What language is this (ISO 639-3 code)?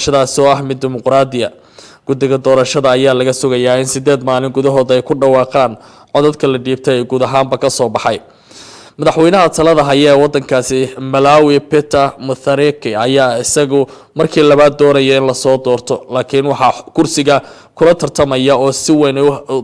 som